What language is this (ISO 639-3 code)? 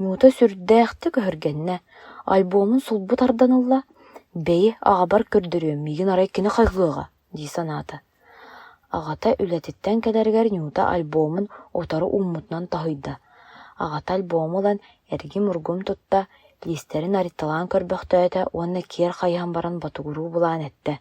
sah